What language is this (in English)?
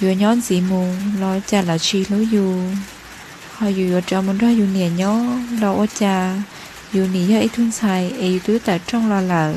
Hmong